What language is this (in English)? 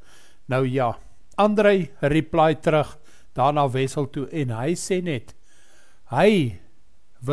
Afrikaans